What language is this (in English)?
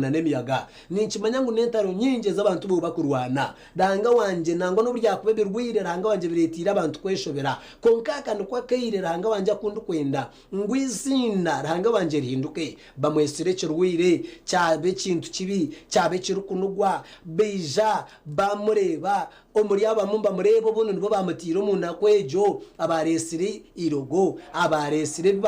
Nyankole